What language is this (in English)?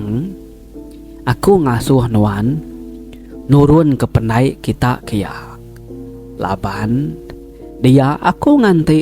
Iban